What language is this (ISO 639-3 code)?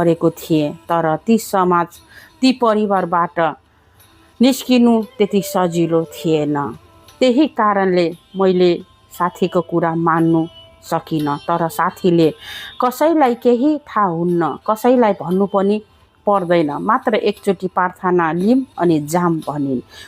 nep